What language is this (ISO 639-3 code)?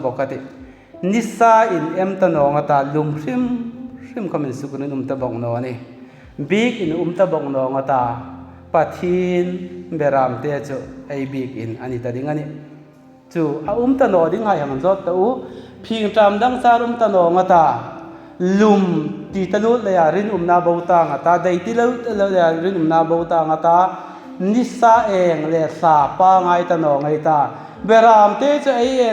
hmr